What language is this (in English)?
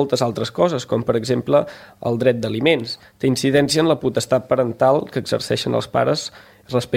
Catalan